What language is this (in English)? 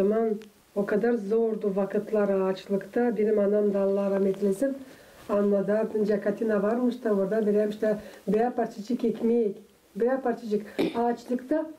Gagauz